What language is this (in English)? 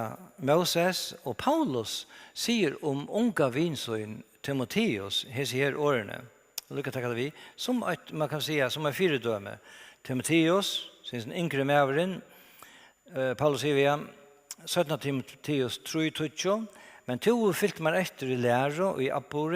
Faroese